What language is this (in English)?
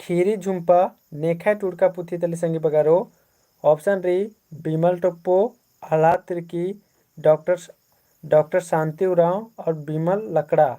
Kurukh